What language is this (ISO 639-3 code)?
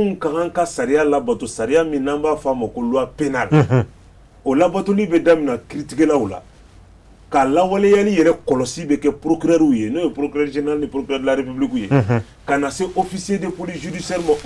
bam